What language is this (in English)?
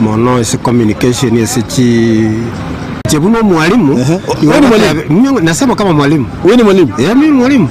Gusii